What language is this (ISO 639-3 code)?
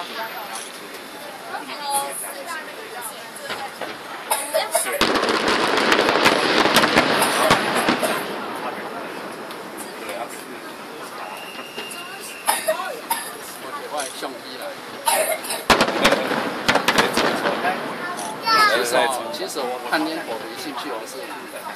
zho